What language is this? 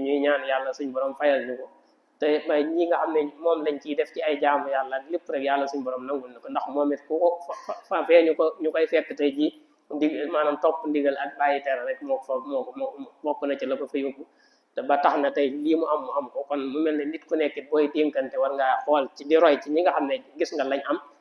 Wolof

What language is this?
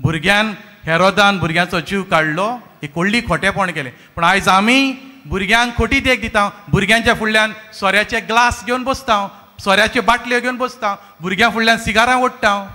Konkani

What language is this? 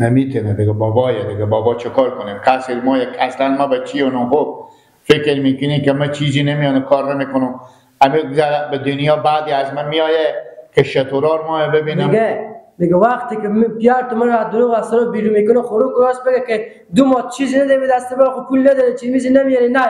Persian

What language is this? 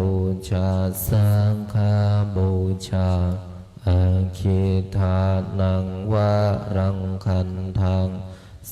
Pali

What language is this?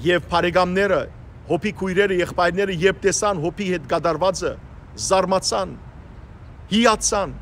Western Armenian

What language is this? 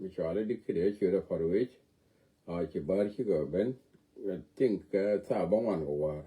Nuer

